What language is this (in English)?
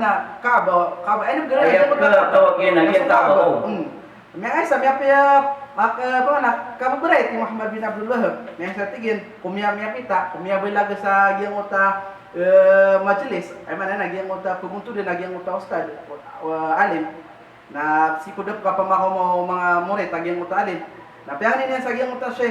Maranao